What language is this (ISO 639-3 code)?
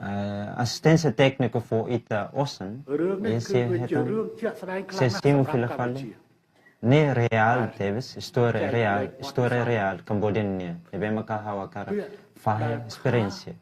tet